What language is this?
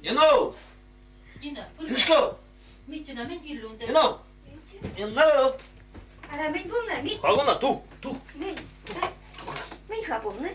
Chuvash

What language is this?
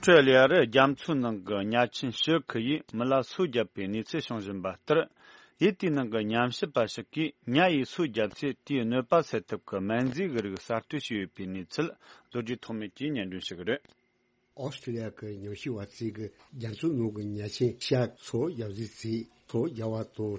Tibetan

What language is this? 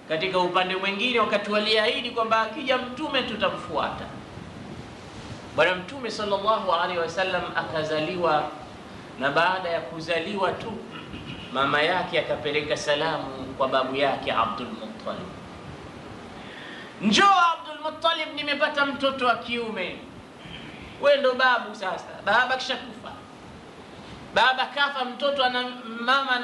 Swahili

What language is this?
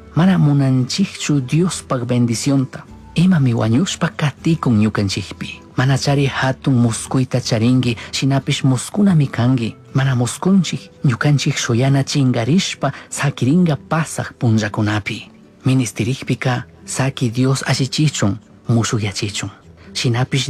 Chimborazo Highland Quichua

